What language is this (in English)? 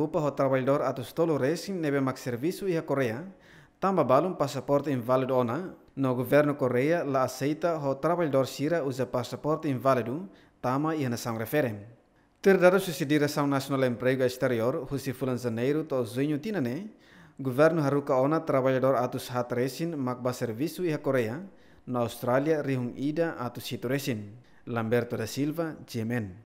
Tetum